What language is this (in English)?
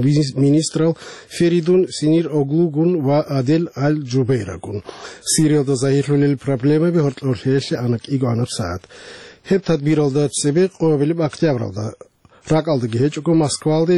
Avaric